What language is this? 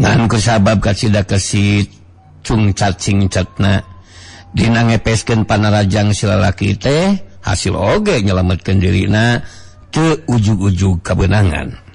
Sundanese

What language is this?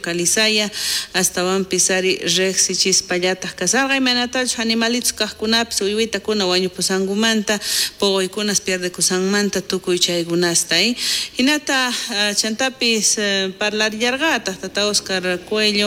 South Bolivian Quechua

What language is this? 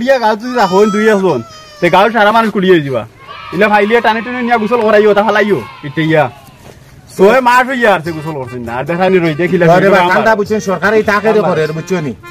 Sylheti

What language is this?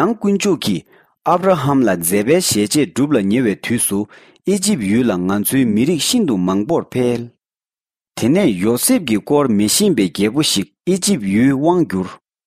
Tibetan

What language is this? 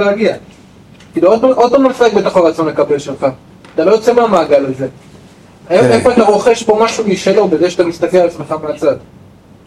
Hebrew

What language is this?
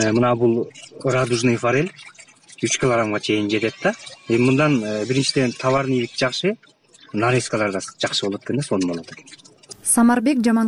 Kyrgyz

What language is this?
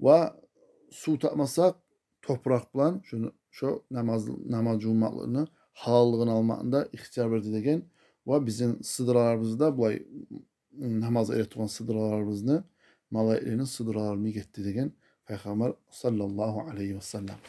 Kumyk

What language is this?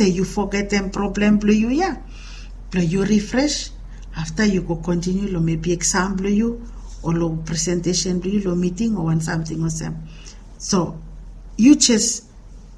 Bislama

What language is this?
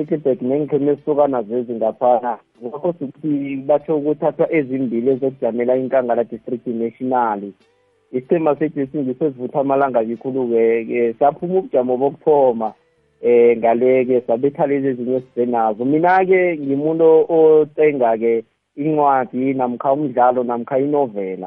South Ndebele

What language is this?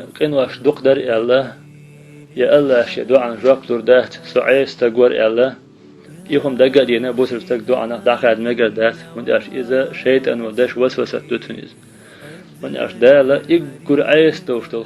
Chechen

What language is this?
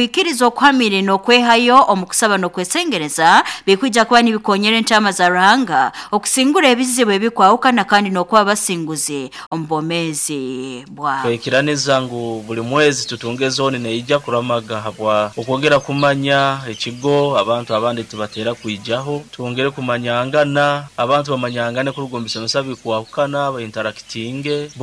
Nyoro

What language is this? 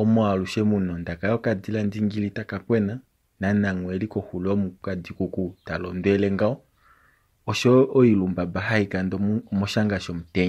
Kuanyama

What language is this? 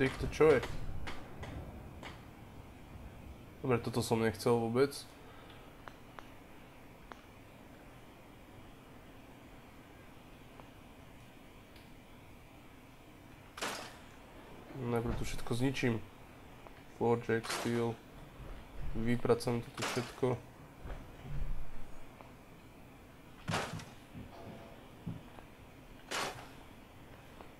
Slovak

